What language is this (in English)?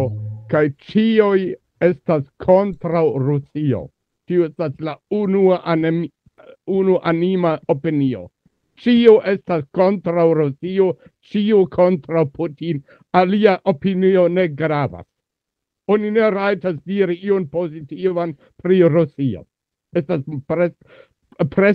Esperanto